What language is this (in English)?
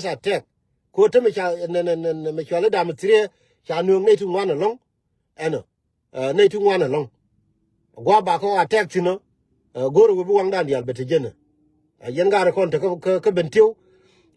Nuer